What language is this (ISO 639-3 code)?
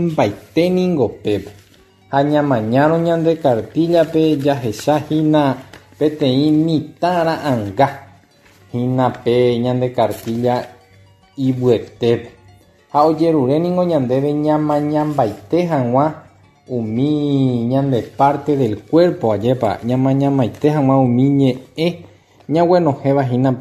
grn